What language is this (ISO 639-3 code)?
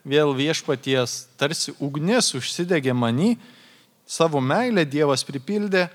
lit